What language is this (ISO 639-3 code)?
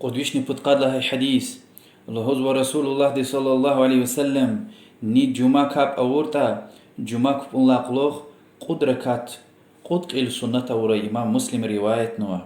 lez